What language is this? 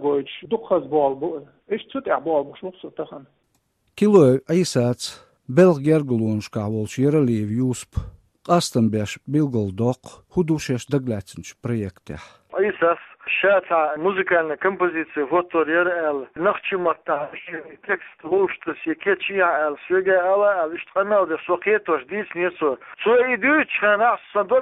Chechen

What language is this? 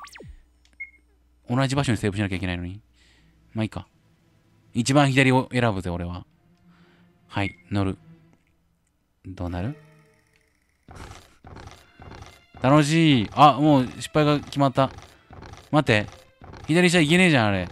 Japanese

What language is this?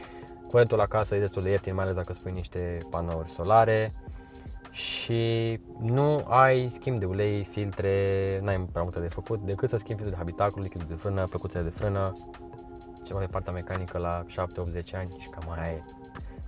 Romanian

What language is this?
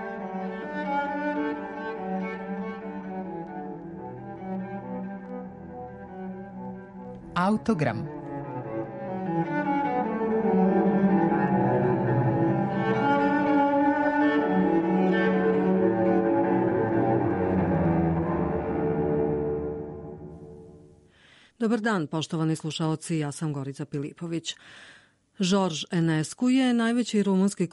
Serbian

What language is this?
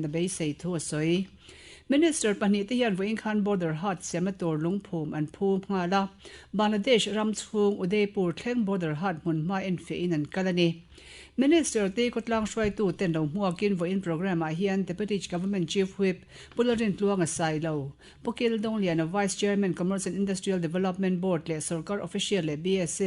Mizo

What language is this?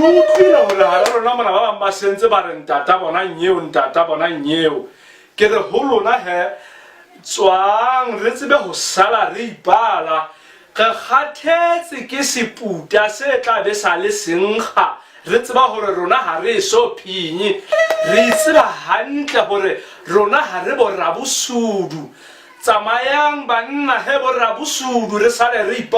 Southern Sotho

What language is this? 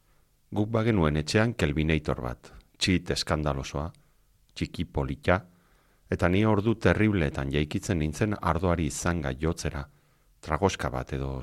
Basque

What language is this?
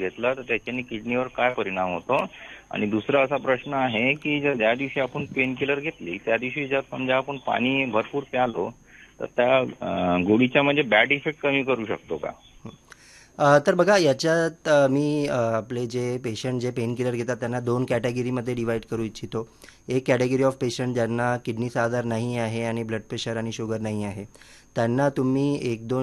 Marathi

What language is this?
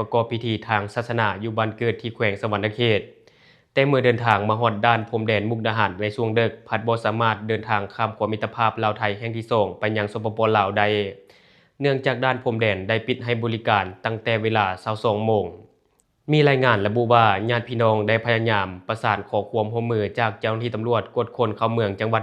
Lao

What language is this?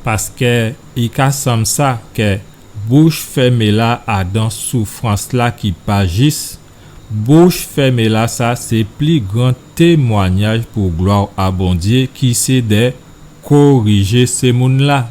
Guadeloupean Creole French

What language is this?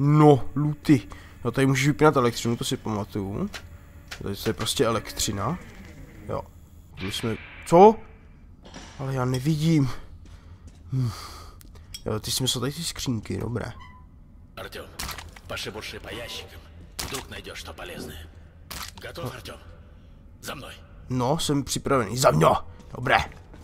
Czech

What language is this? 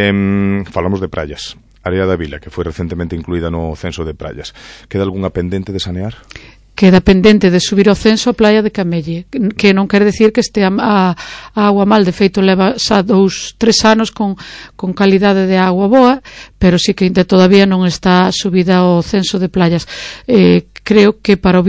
Galician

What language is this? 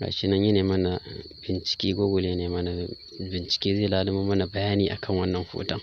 Hausa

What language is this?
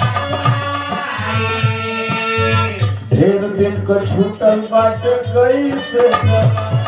Bhojpuri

